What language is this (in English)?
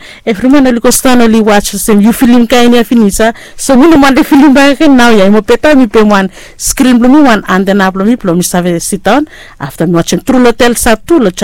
Bislama